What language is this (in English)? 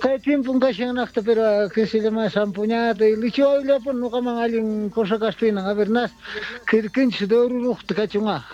South Bolivian Quechua